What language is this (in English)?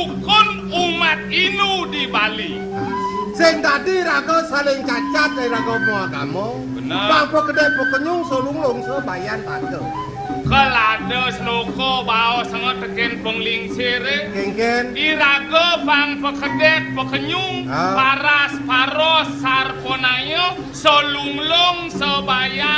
Balinese